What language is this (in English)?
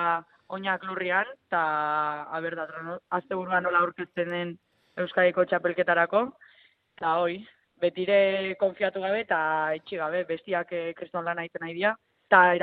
Basque